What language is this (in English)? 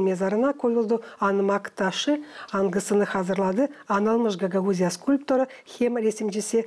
Gagauz